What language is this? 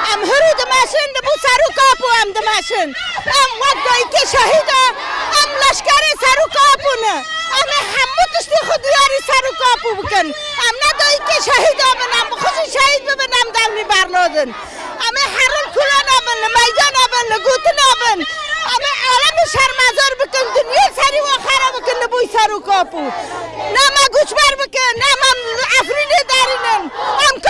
Kurdish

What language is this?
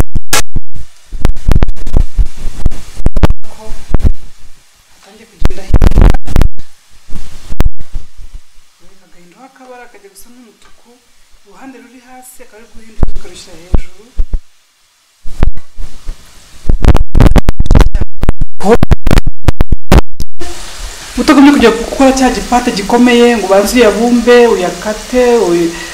Kinyarwanda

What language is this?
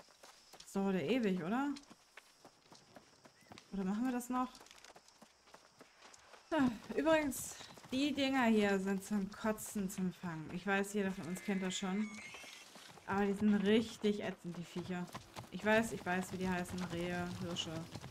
German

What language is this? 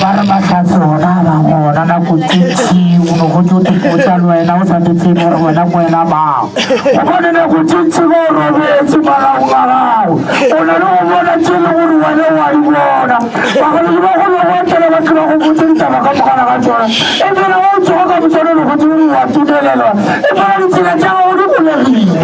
Northern Sotho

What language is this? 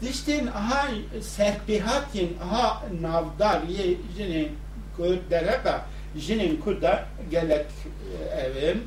Kurdish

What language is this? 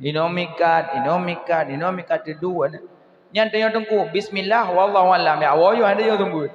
Achinese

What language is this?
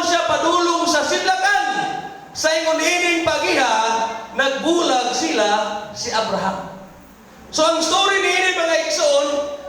Cebuano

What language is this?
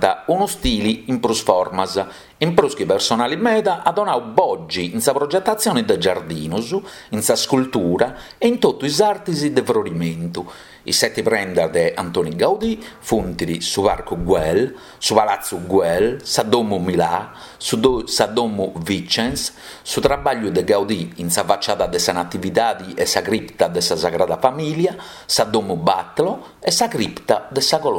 Sardinian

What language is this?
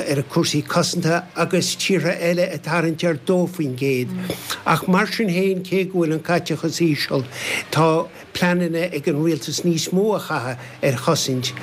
Irish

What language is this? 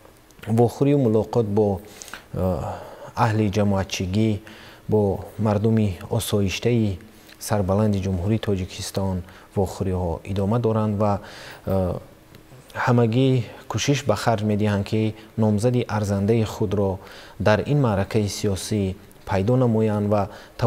Tajik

